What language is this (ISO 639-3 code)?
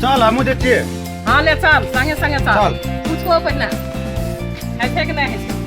mai